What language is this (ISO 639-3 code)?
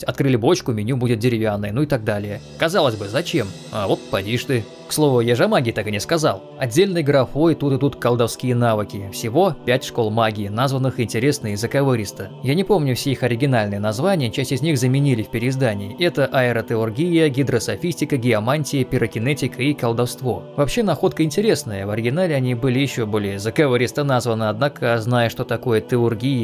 rus